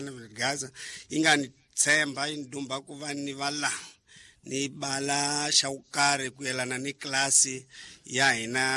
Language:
Tsonga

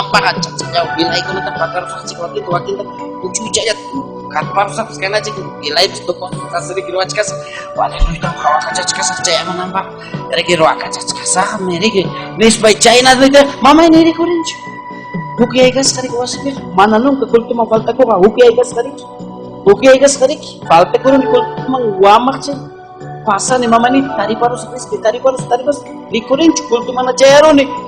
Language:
Ayacucho Quechua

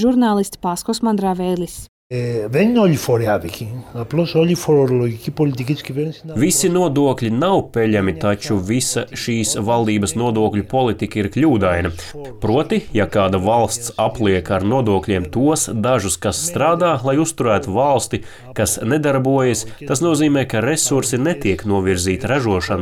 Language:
Latvian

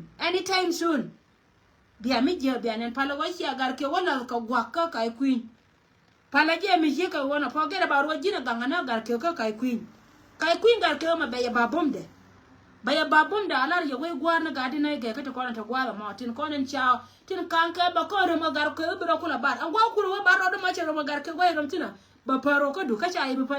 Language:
Nuer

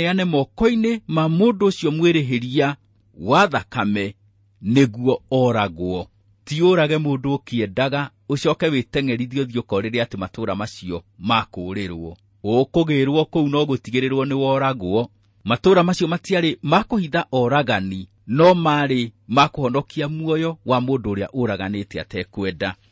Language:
Kikuyu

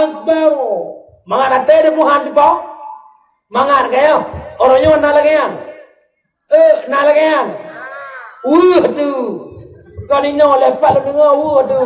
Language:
Achinese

